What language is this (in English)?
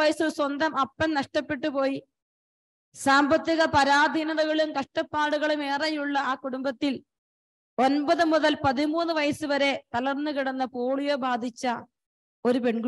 Malayalam